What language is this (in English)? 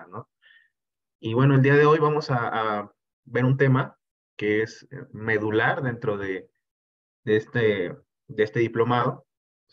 Spanish